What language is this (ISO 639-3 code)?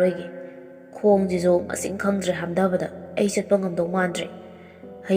mni